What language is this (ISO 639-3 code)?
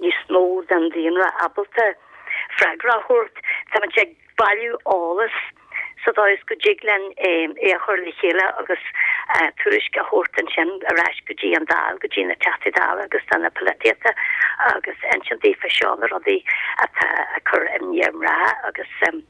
gle